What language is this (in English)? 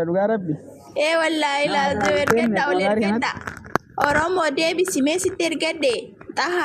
Oromo